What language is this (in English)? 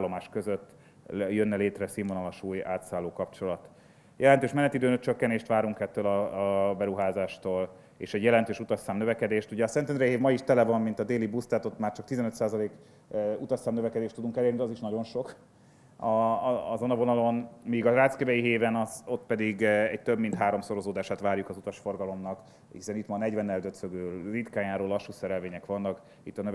Hungarian